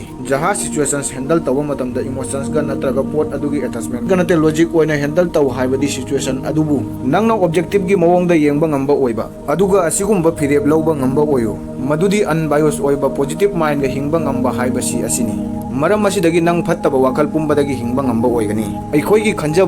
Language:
Manipuri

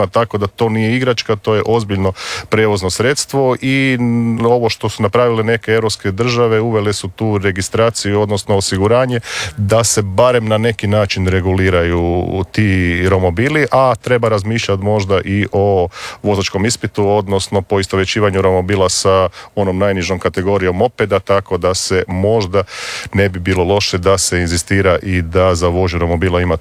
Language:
Croatian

